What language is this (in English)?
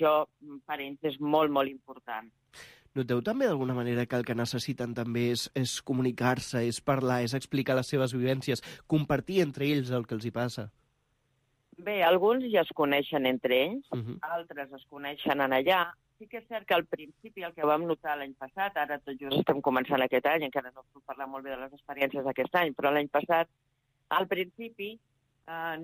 Catalan